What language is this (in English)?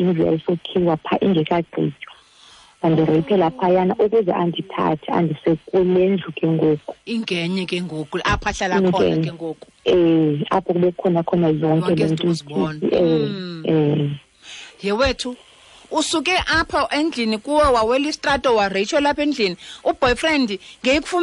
Xhosa